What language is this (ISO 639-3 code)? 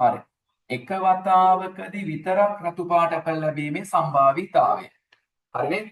sin